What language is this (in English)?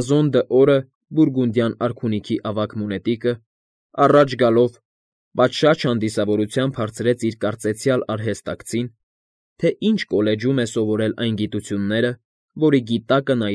Armenian